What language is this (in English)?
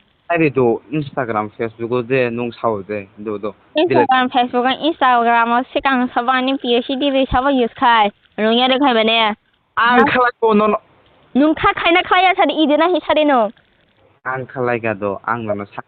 Kok Borok